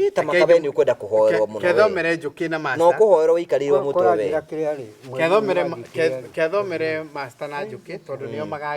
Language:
Kikuyu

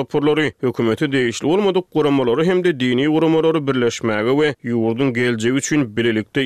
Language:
Turkmen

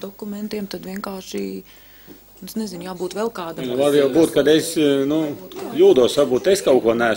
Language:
Latvian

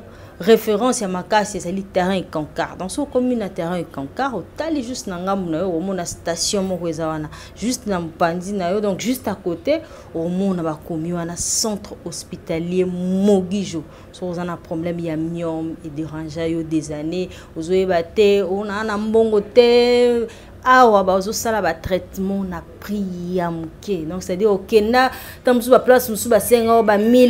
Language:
Lingala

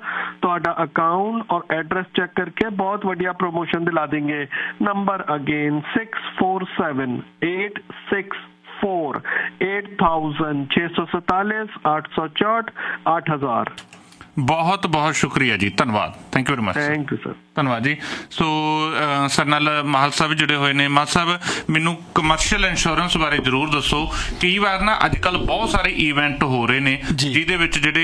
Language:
Punjabi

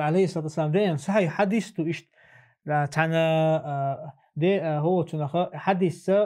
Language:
Chechen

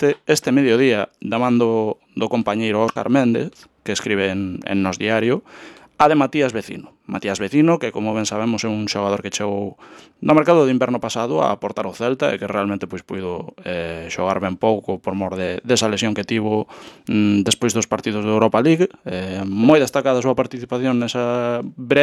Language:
Galician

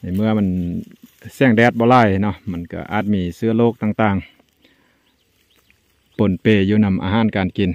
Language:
Lao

